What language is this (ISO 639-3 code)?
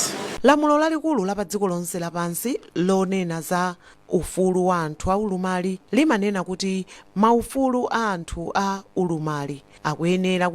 nya